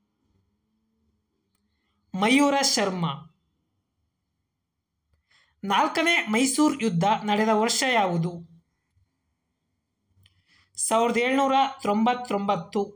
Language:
Kannada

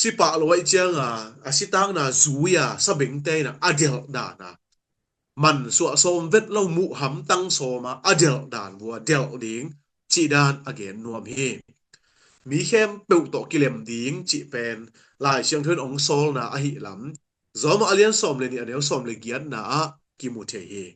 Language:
Tedim Chin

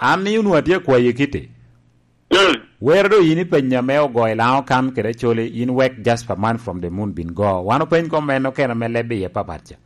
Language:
Lango (Uganda)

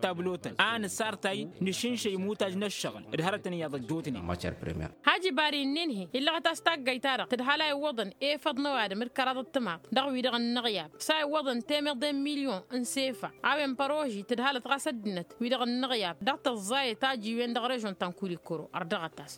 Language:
Tamasheq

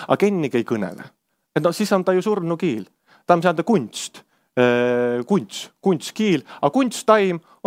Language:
Estonian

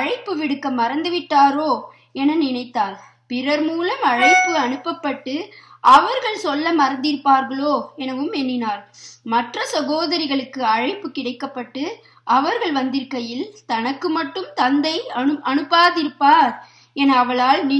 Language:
Tamil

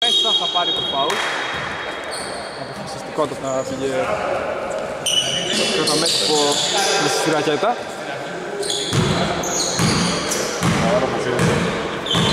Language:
Greek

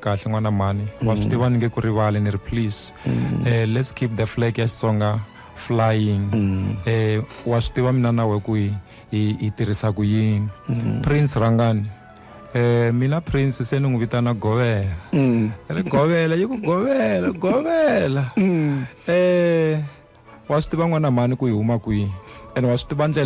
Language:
Tsonga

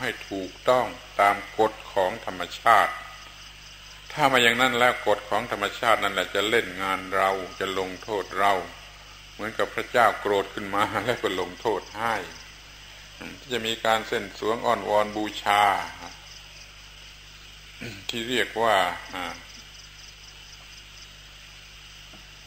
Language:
Thai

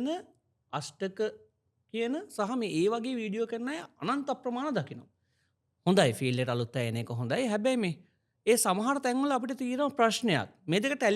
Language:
Sinhala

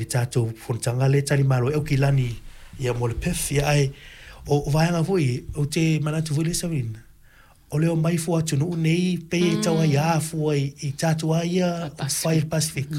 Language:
Samoan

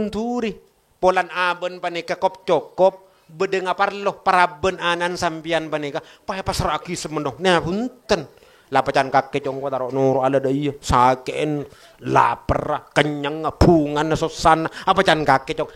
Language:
Madurese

